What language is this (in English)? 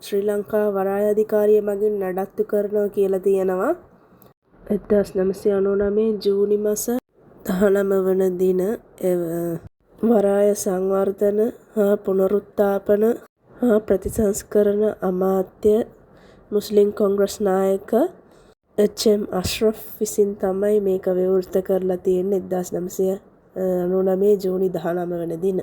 Sinhala